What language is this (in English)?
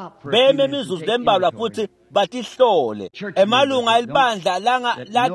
Swati